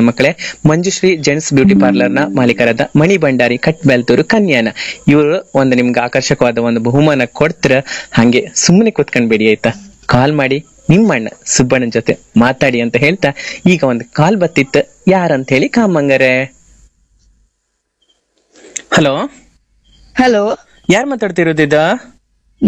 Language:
Kannada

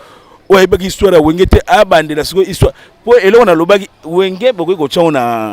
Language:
Lingala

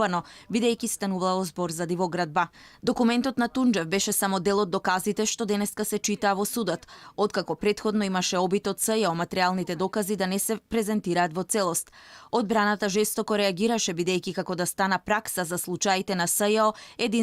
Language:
Macedonian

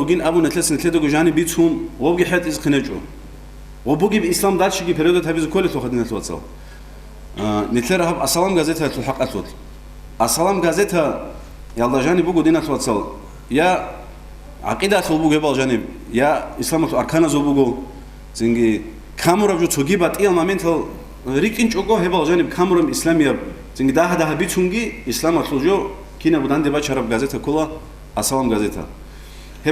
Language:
Avaric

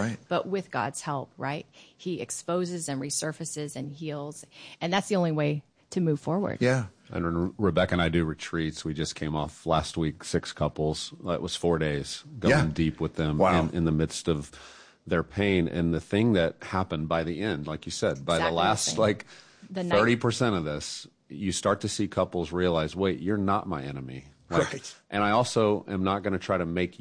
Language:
English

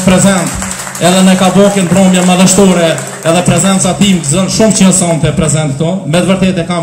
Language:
Albanian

